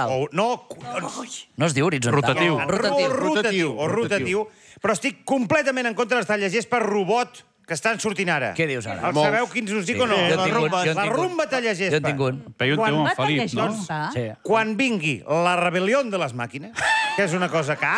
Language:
Catalan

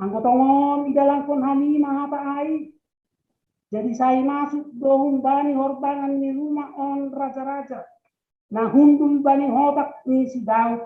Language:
Batak Simalungun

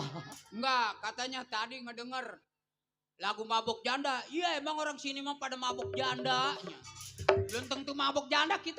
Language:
Betawi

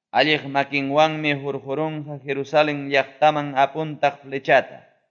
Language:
Ayacucho Quechua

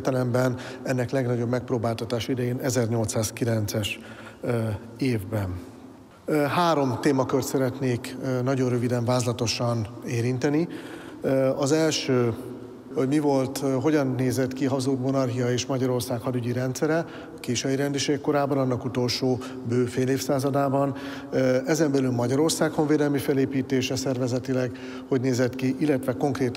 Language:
Hungarian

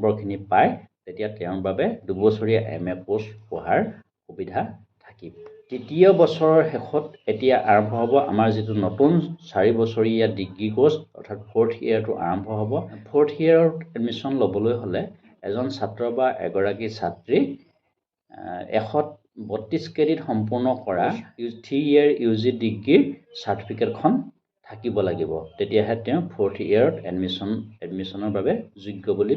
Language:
Assamese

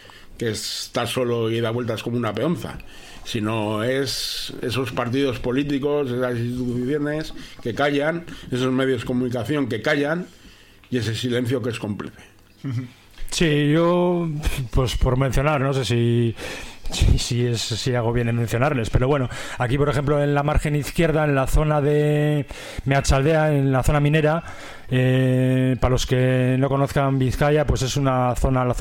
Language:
Spanish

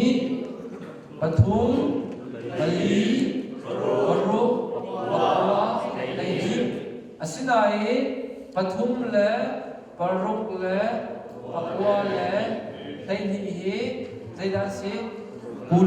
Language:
Hakha Chin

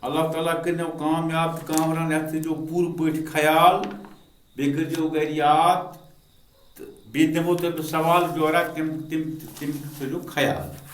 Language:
Kashmiri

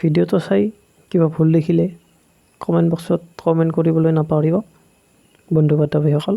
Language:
Assamese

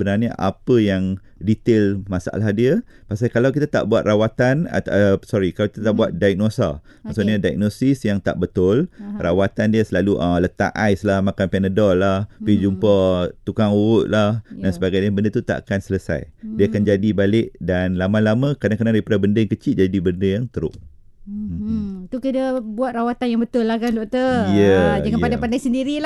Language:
Malay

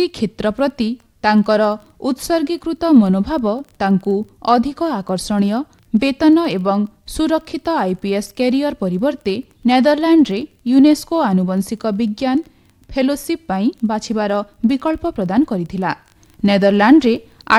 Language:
Odia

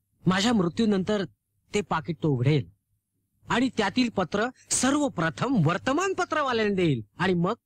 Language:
Marathi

